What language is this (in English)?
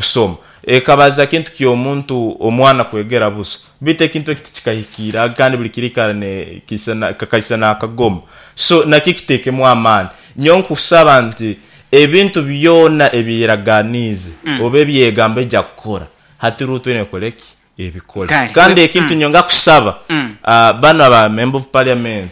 Nyoro